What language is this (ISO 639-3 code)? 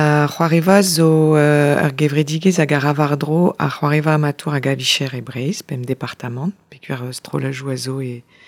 bre